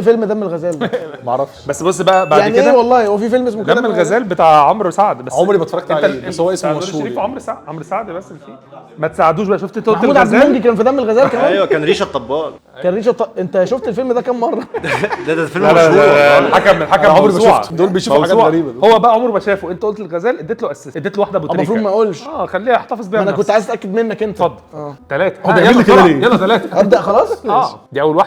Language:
Egyptian Arabic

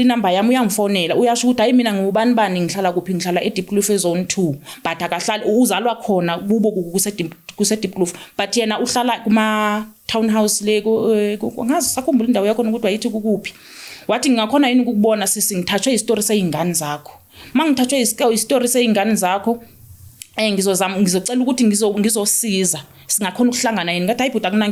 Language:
Zulu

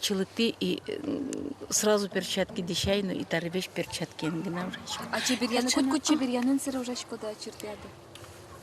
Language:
Udmurt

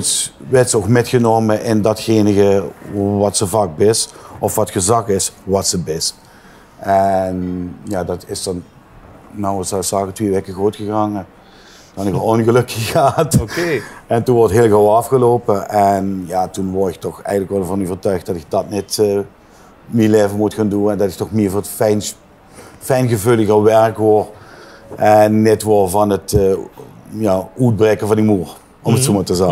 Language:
Limburgish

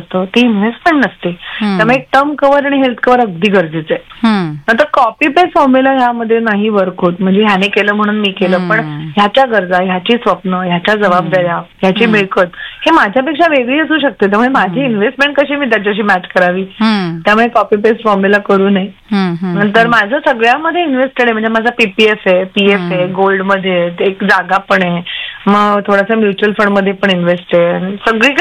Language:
Marathi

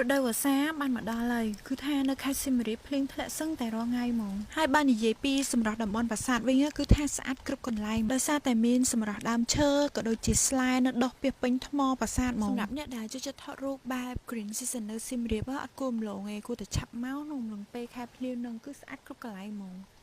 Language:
Khmer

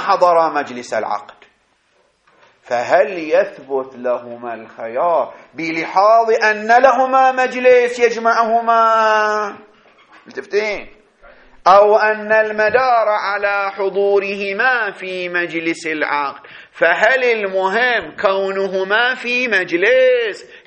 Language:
Arabic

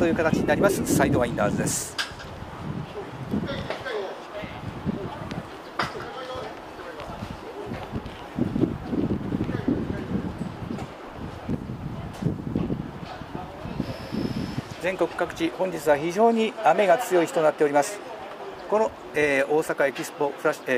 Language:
Japanese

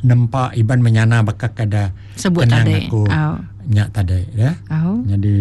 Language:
Iban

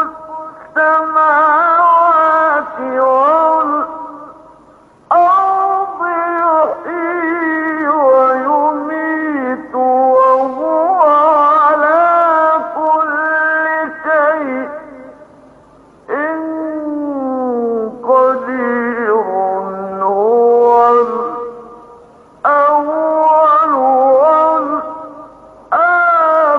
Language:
Arabic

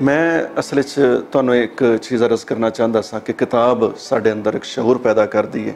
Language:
Western Panjabi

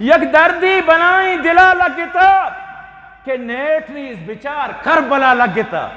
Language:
Eastern Balochi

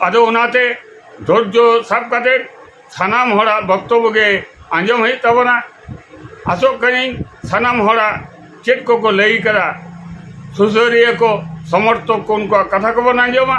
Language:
Santali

